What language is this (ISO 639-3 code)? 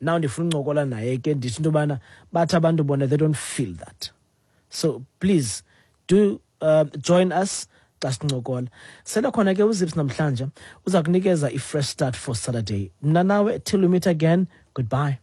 xho